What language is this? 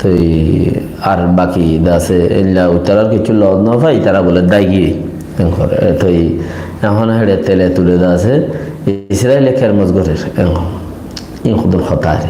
Rohingya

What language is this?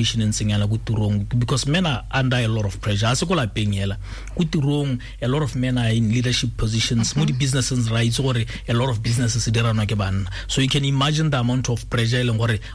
Tswana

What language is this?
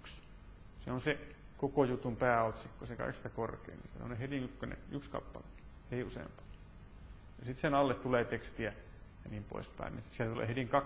Finnish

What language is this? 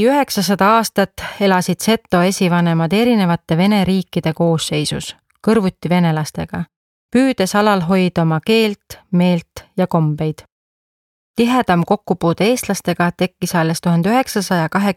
Estonian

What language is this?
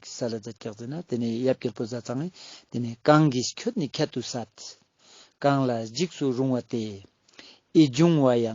Ladakhi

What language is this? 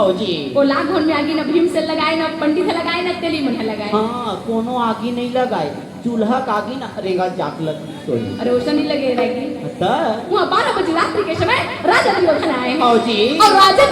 Chhattisgarhi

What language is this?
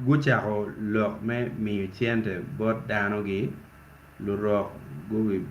Acoli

